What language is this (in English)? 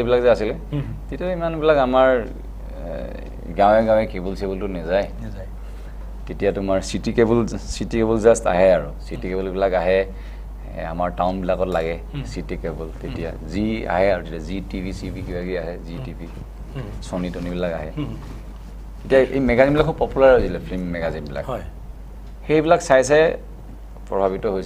Assamese